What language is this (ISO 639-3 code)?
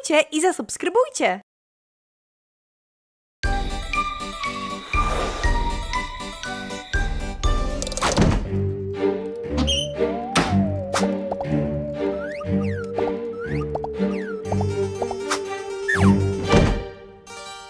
pol